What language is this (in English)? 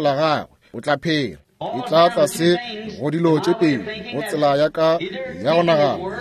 Northern Sotho